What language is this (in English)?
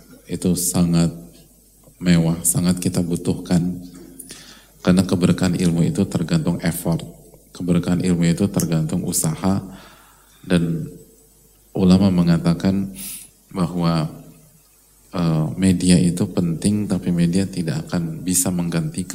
Indonesian